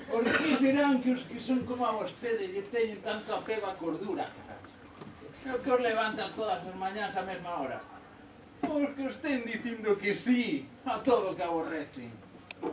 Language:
Galician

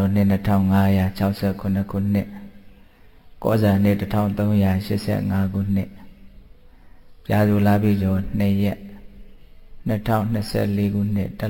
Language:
Burmese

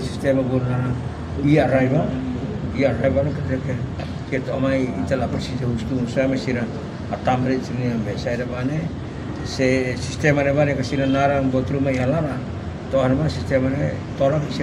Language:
Tetum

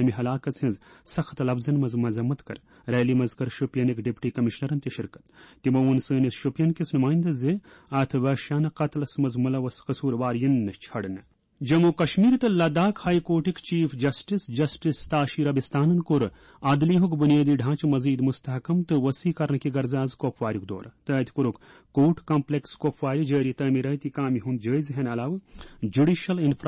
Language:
Kashmiri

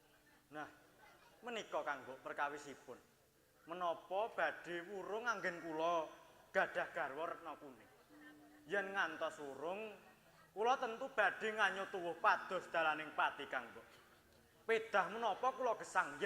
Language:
Javanese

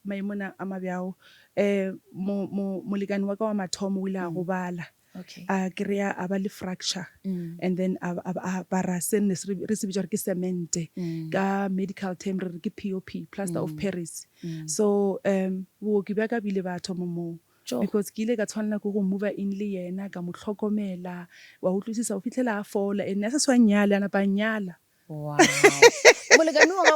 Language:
Northern Sotho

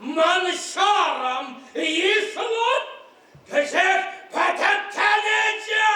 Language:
Chuvash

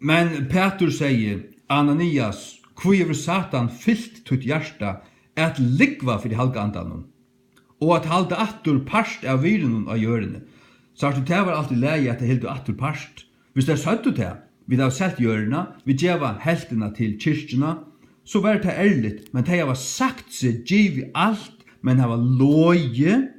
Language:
Faroese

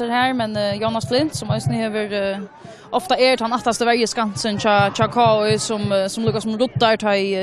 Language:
Faroese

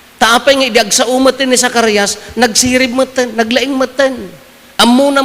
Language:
Iloko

